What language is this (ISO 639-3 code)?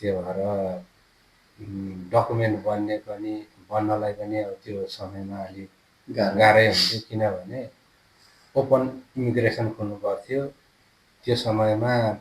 nep